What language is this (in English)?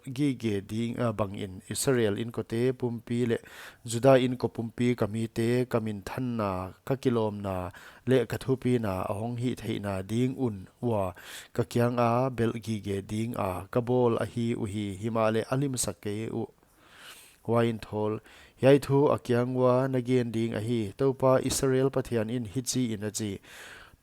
Paite Chin